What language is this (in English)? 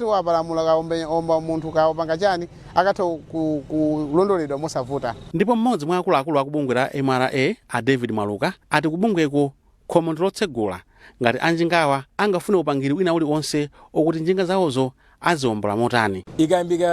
Nyanja